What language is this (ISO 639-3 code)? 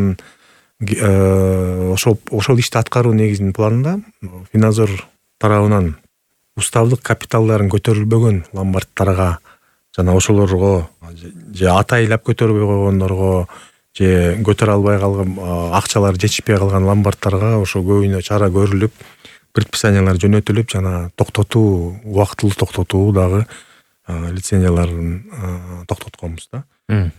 kir